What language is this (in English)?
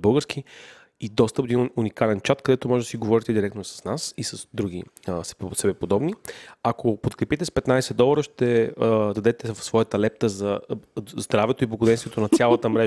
Bulgarian